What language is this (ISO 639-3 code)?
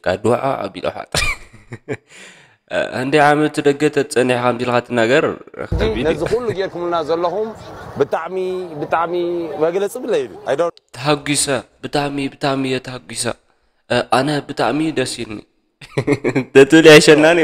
tir